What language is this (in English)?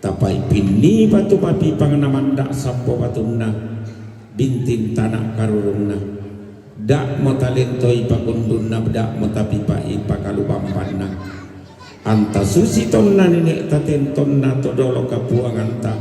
Toraja-Sa'dan